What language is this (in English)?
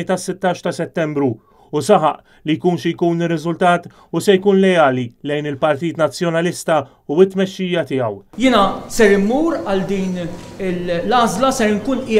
Maltese